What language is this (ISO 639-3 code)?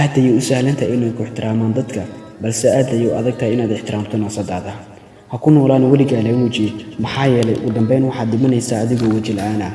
som